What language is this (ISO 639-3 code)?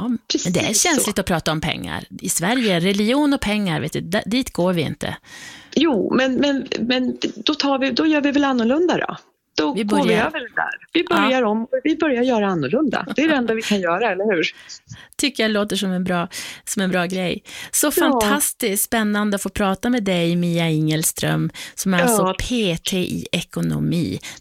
swe